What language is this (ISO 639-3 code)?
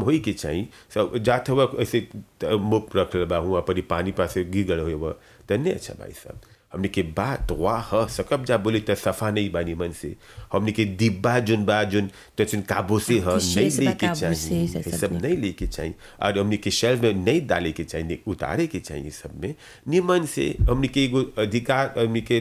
bho